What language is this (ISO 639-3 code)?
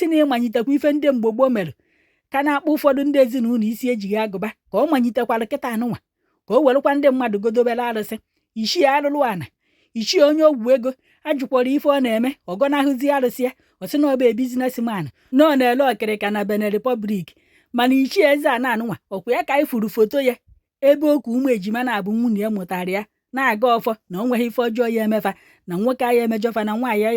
ibo